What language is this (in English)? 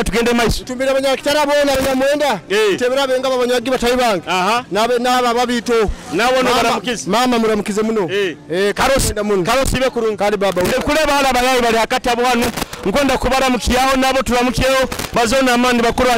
Nyoro